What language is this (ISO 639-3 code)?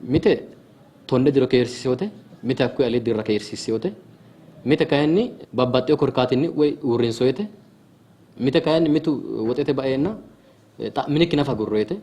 sid